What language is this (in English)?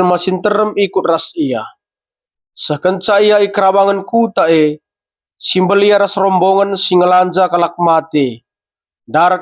Batak Karo